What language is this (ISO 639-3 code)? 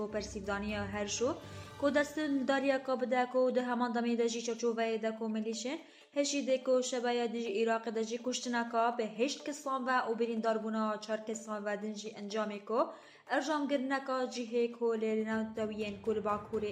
kur